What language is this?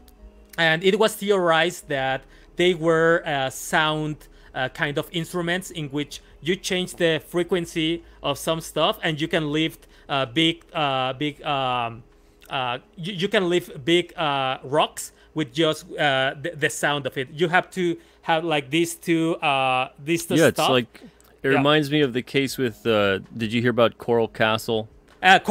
English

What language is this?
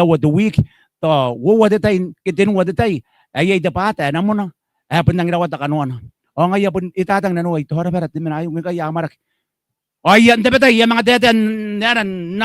Gilbertese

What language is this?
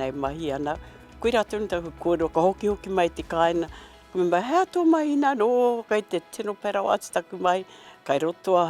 Māori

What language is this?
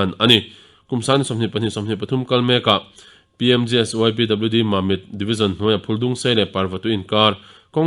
Mizo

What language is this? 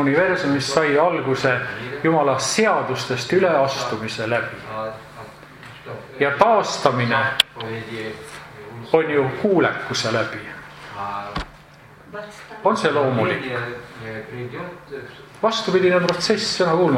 Estonian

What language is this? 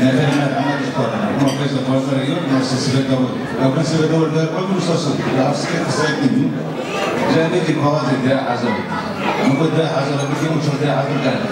Kurdish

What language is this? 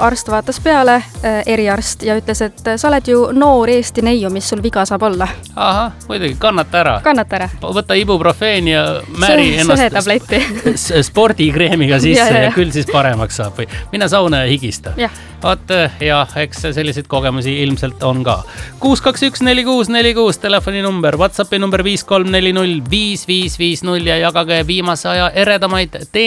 Estonian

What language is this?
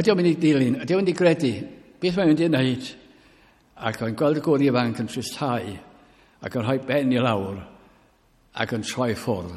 Welsh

